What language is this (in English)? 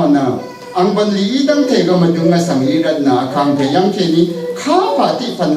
Rawang